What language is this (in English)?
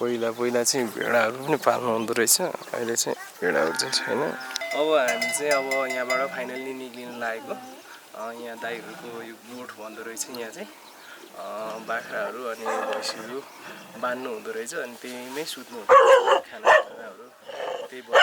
Nepali